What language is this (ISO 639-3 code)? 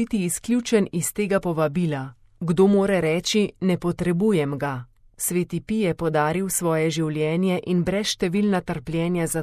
slv